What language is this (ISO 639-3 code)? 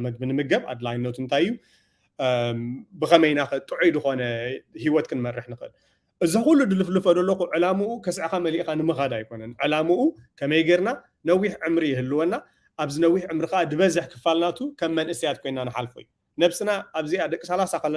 tir